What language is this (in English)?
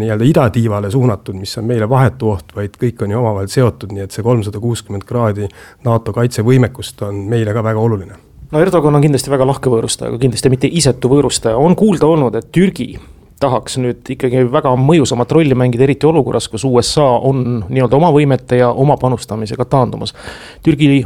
Estonian